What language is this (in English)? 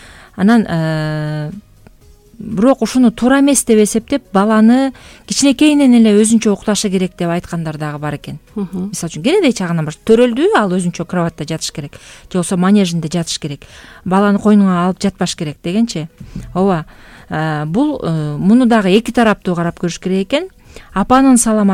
Kyrgyz